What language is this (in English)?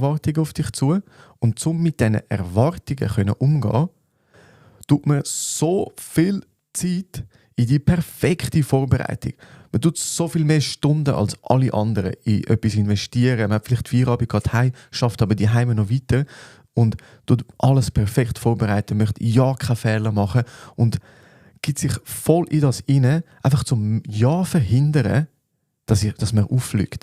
Swiss German